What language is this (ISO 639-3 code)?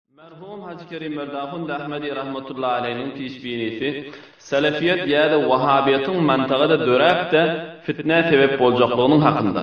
tuk